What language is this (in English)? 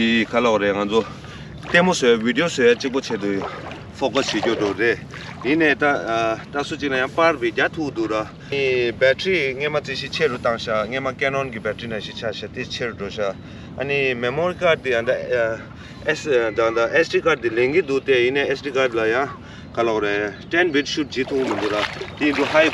Tibetan